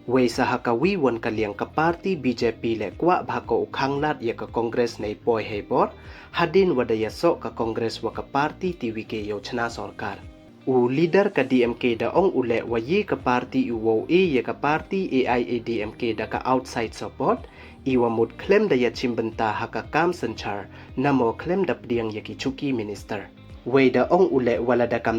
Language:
Pnar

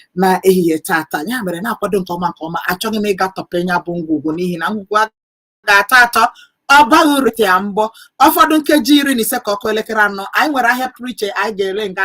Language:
Igbo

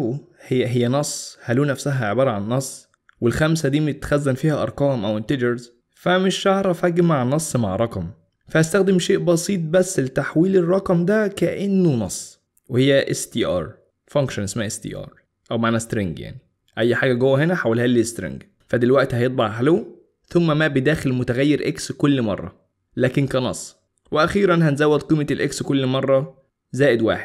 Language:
Egyptian Arabic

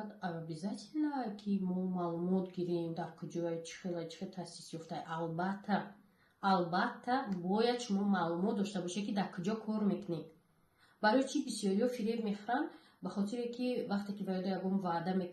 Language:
Tajik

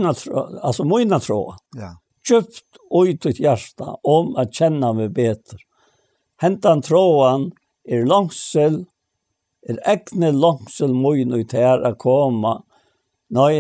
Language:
Faroese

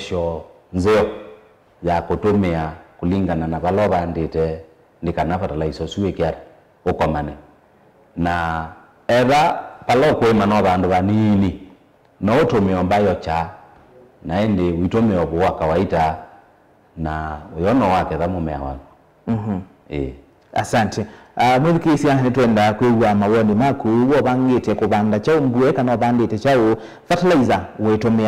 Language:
Kamba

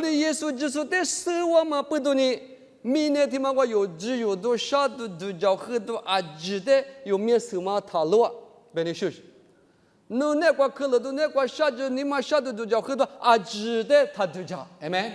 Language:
Lisu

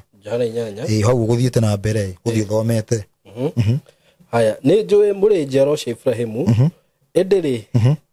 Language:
Kikuyu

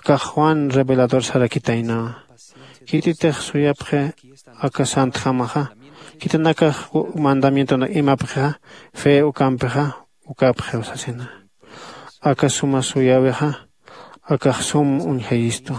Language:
Aymara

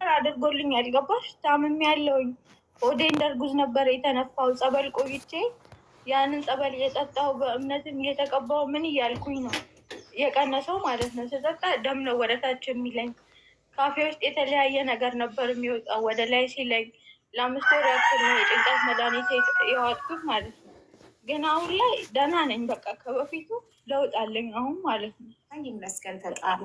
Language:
Amharic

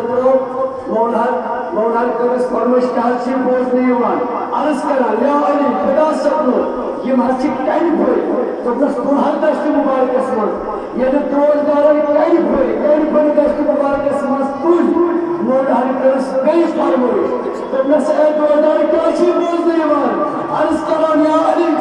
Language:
Kashmiri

